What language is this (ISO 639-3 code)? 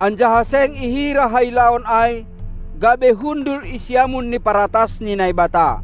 bts